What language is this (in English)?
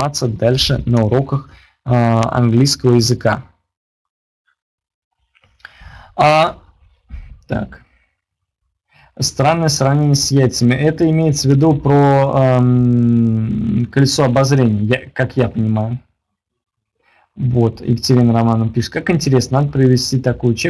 Russian